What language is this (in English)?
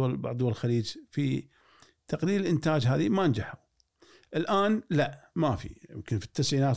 Gulf Arabic